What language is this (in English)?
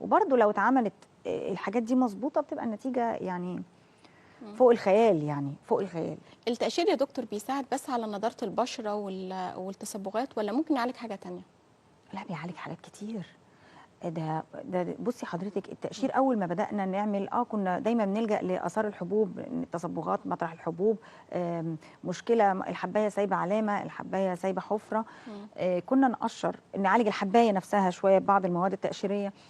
Egyptian Arabic